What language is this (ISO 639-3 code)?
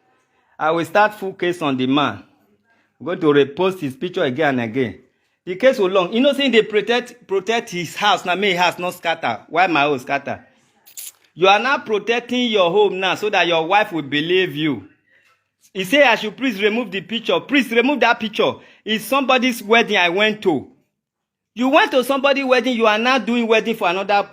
pcm